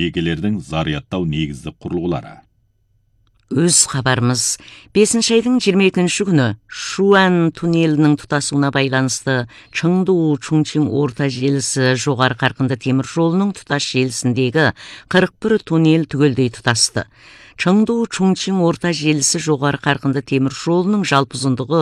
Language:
Kazakh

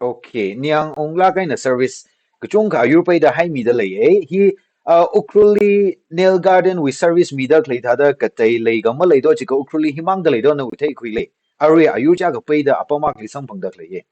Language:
Tangkhul Naga (India)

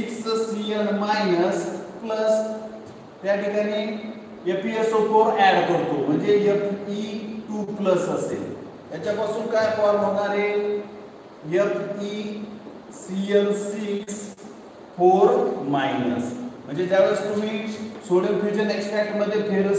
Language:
Marathi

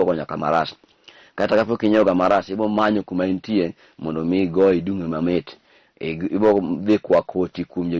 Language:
Luo (Kenya and Tanzania)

